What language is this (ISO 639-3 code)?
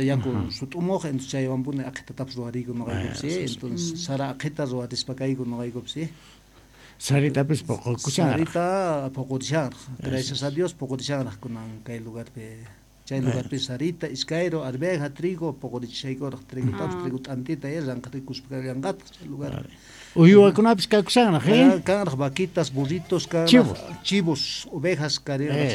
quh